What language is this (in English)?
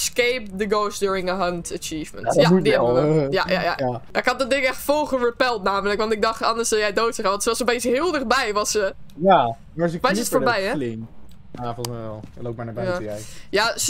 Dutch